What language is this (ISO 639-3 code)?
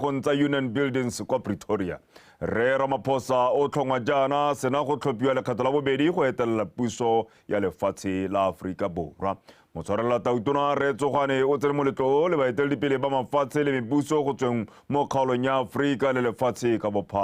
tsn